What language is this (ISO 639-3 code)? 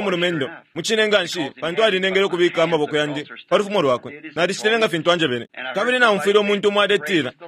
bem